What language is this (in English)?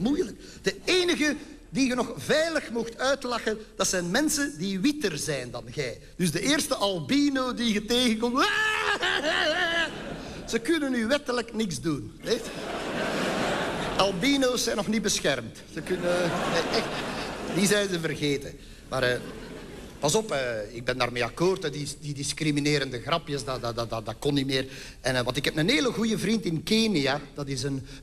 Dutch